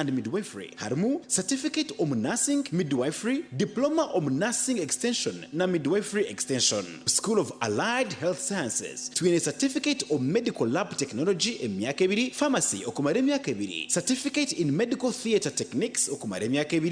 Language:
Nyankole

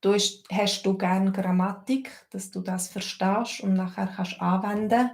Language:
Swiss German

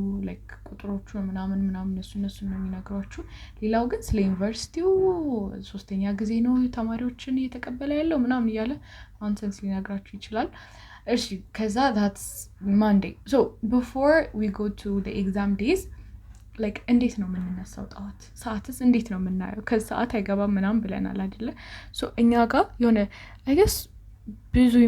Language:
Amharic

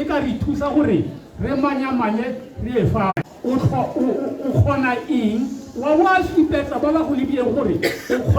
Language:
Tswana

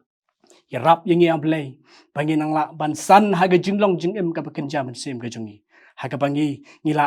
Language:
Khasi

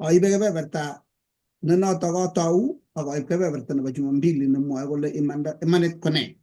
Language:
Kalenjin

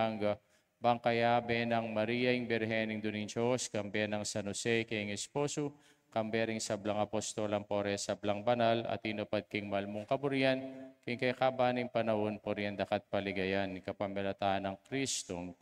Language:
Pampanga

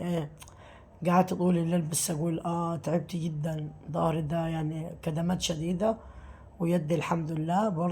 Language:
Egyptian Arabic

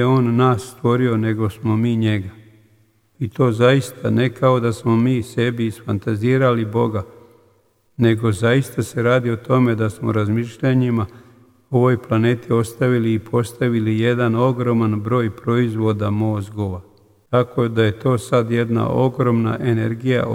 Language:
Serbian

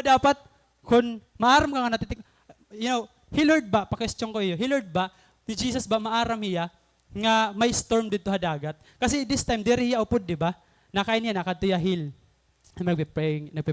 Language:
Waray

